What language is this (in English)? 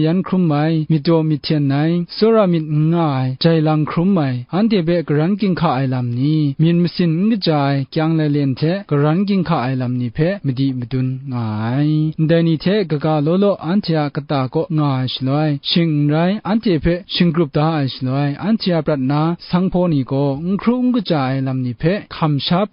Kachin